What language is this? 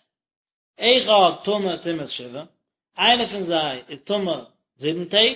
Yiddish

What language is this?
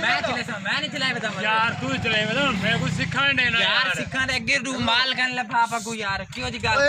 Saraiki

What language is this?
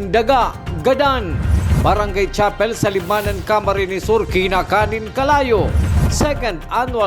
Bikol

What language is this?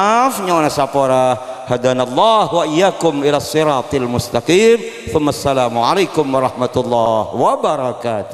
Madurese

